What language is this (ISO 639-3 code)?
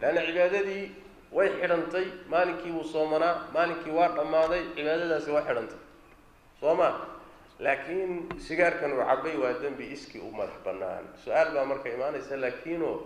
som